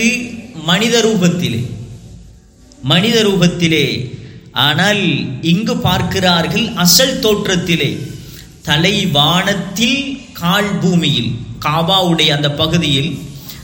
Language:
Tamil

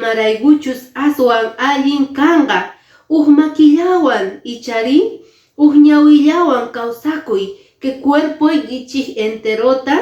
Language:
Quechua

